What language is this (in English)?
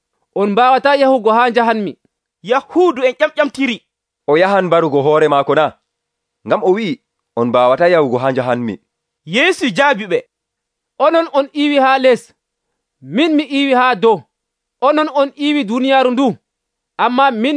Nigerian Fulfulde